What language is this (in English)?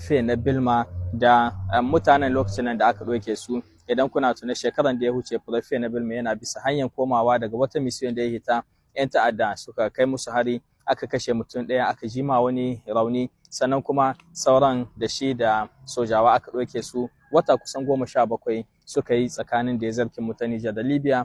Hausa